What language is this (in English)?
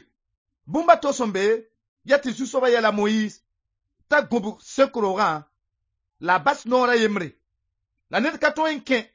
Mossi